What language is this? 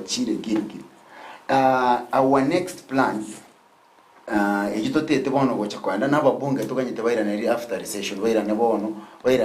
Gusii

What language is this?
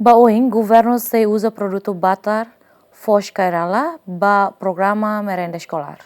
Tetum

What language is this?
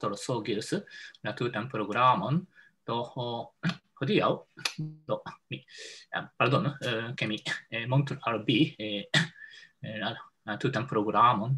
Esperanto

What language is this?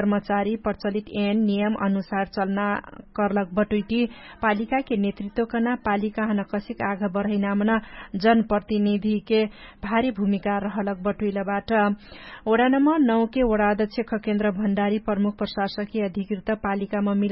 Dangaura Tharu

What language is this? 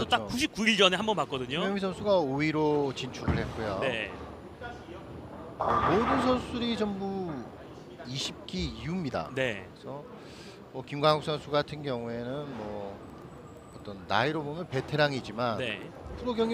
Korean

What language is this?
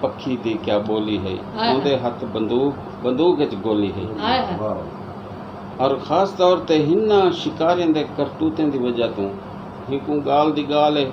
Saraiki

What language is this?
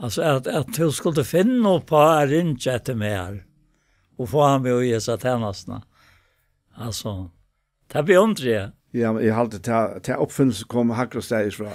Faroese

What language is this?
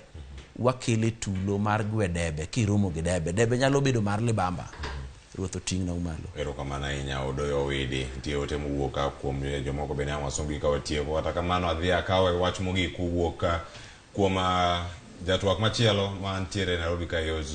Luo (Kenya and Tanzania)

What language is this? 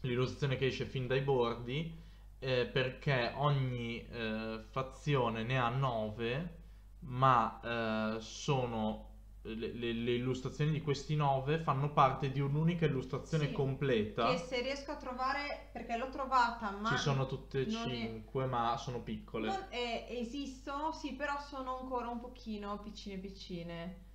Italian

